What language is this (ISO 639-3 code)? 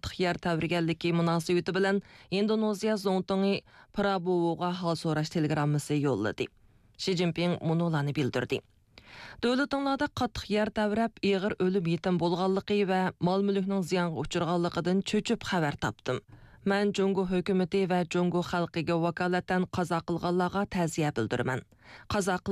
uig